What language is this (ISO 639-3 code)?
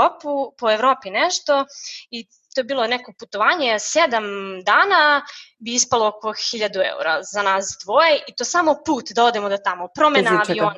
srp